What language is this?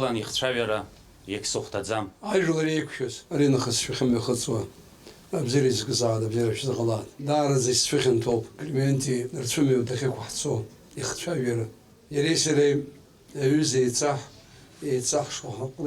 Abkhazian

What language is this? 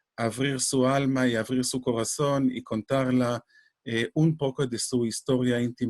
Ladino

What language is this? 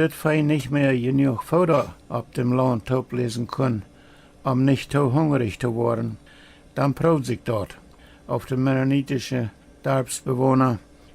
Plautdietsch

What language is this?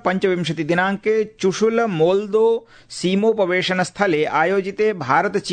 Sanskrit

